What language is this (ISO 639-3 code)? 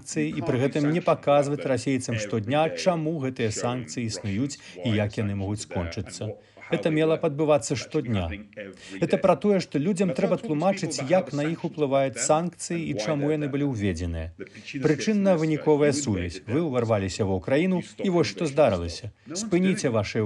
bel